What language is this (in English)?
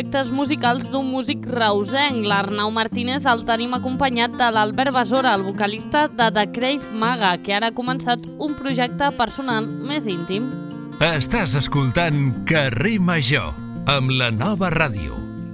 Catalan